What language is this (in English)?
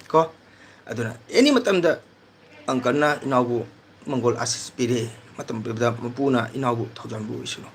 Manipuri